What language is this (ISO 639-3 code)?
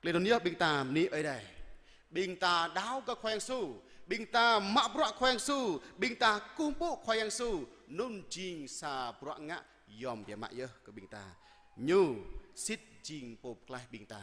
jra